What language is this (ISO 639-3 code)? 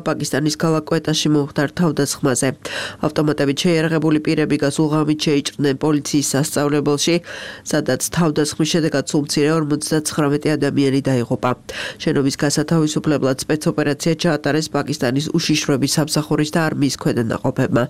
kat